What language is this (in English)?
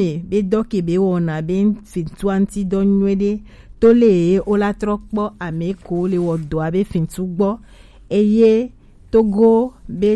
Gen